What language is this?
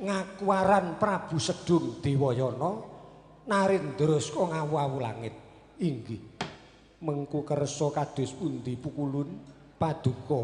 Javanese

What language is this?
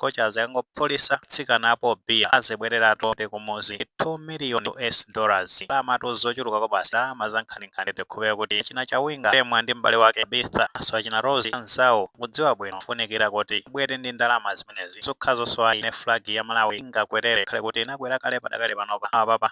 Nyanja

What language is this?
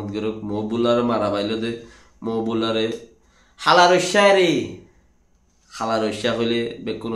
Rohingya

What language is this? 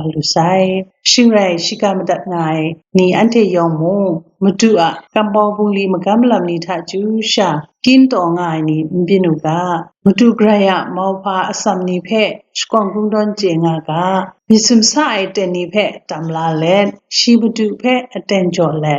Kachin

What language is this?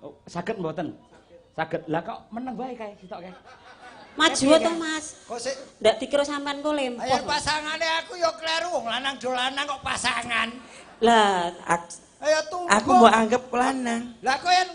Javanese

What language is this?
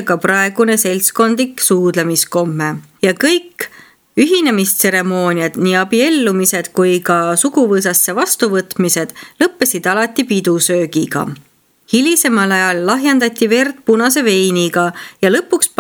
Estonian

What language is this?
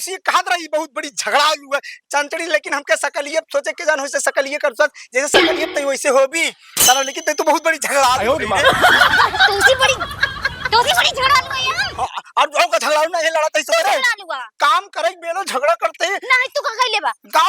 Awadhi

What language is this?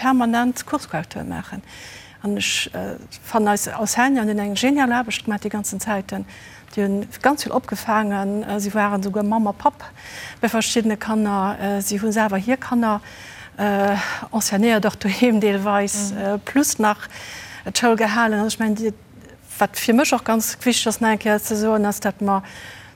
Luxembourgish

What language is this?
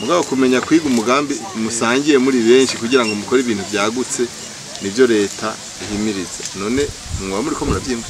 Rundi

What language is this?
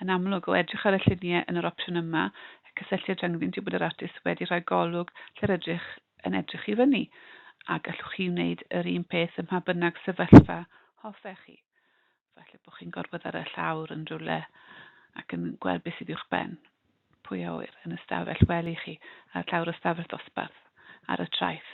Welsh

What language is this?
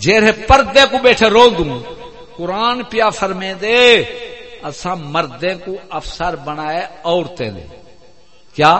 Saraiki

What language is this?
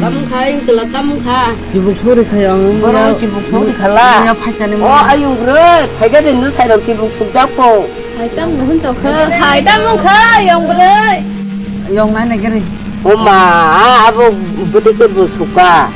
Kok Borok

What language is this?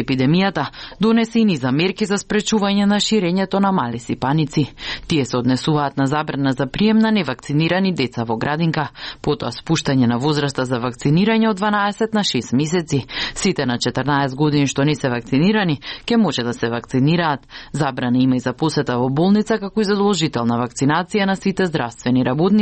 Macedonian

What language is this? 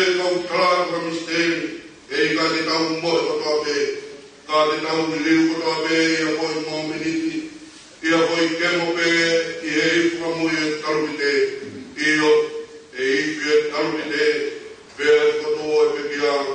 Tongan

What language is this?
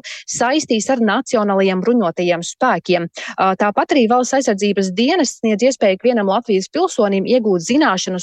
Latvian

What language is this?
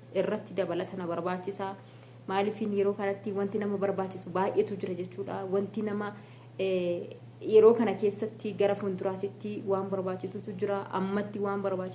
Oromo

